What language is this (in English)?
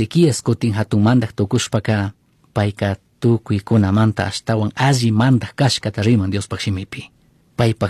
Chimborazo Highland Quichua